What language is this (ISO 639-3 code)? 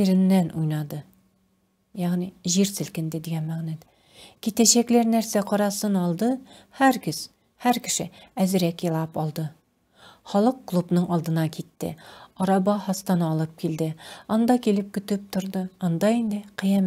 tat